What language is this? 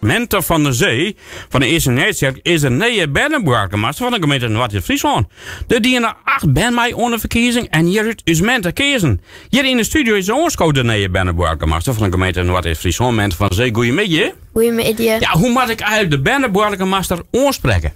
Western Frisian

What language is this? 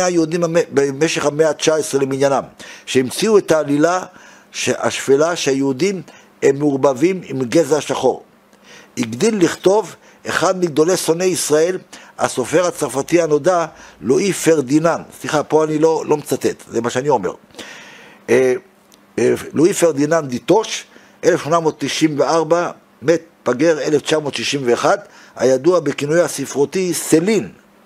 Hebrew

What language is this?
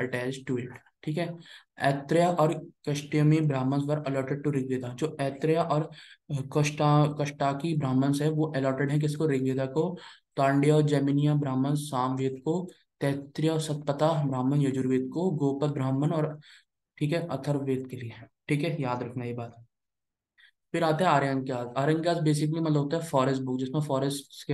Hindi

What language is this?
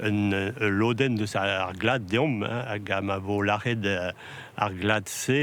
Breton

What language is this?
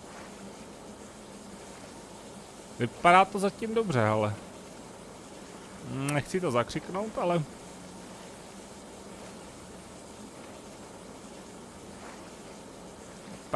Czech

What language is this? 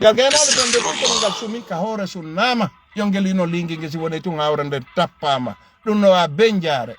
Fula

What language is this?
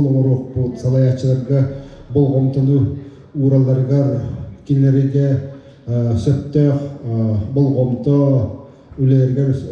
Yakut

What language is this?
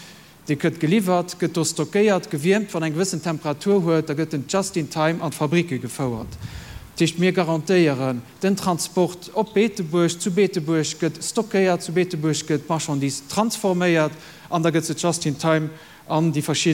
Luxembourgish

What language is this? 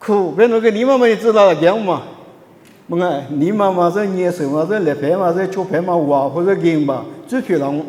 Lisu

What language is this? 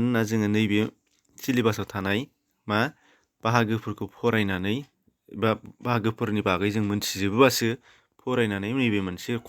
Bodo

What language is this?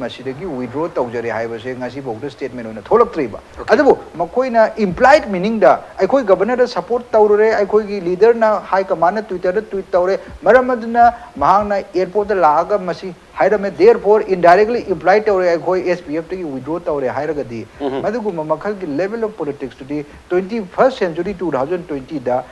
Manipuri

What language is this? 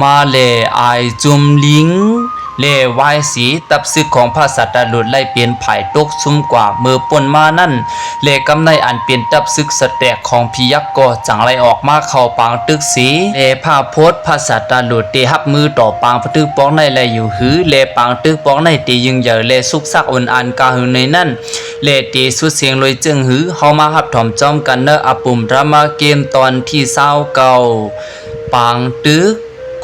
Shan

